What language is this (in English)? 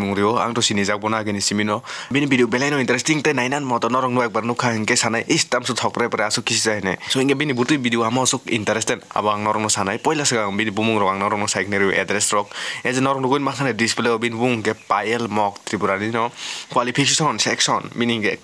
Kok Borok